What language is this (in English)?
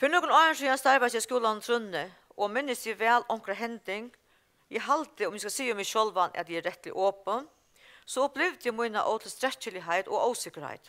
Faroese